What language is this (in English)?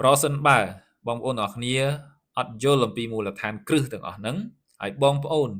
Khmer